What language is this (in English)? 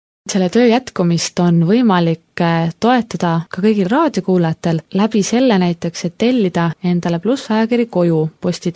Estonian